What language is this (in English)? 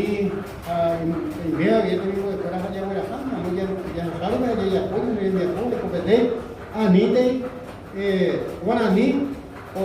Guarani